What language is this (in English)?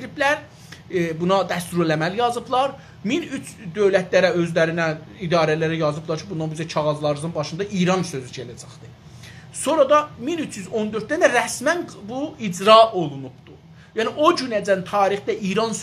South Azerbaijani